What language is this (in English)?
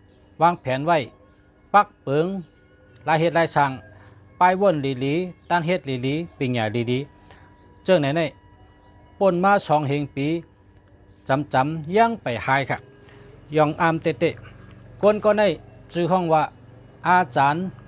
Shan